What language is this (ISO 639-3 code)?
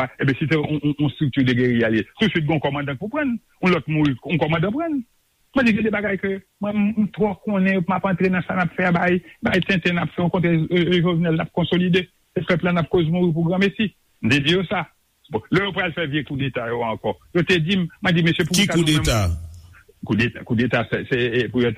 hat